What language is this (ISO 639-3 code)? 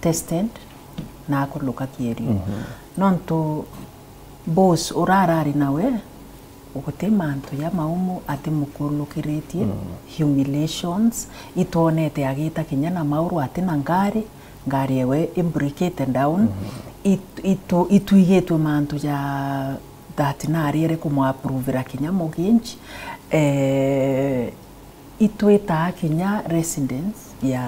mer